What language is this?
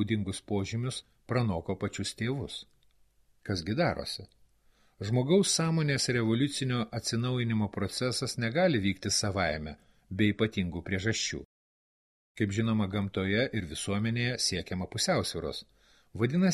Lithuanian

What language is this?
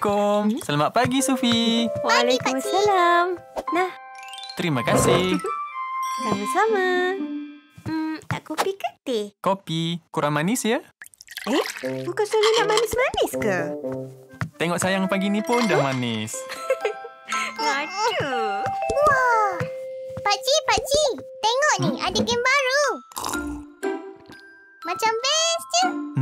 Malay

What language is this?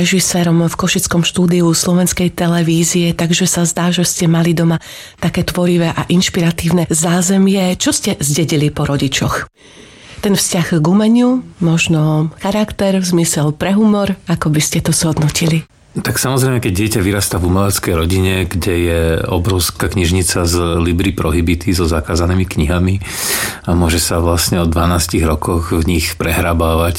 Slovak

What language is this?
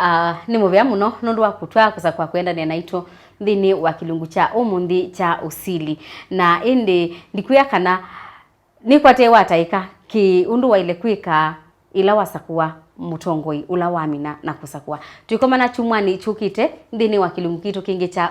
Kamba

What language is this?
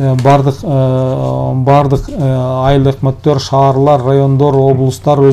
Kyrgyz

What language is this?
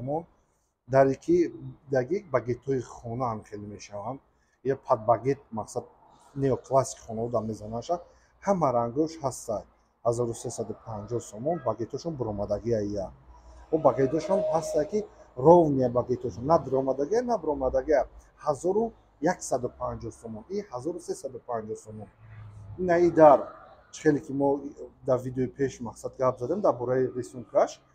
Tajik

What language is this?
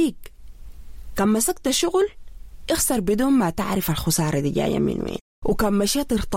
Sudanese Arabic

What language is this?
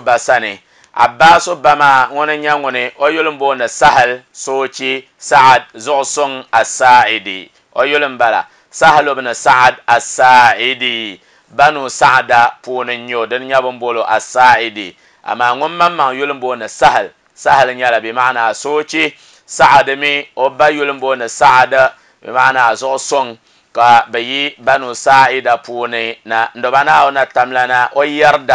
Dagbani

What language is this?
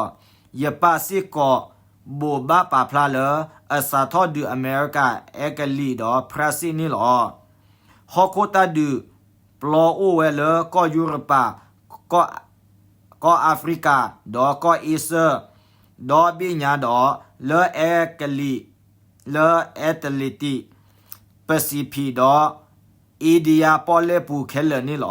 S'gaw Karen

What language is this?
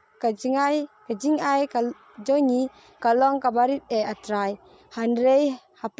Khasi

